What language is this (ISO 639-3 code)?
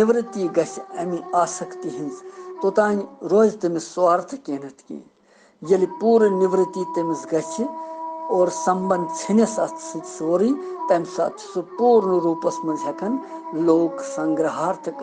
kas